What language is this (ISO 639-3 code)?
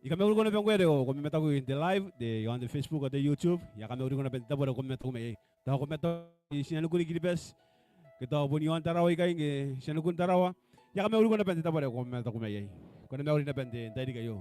gil